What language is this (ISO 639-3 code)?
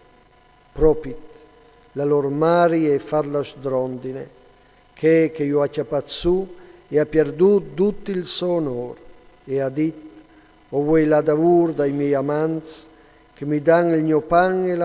fur